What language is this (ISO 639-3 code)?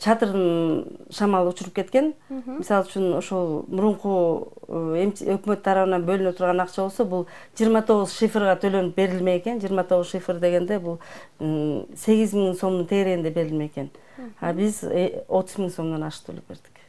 kir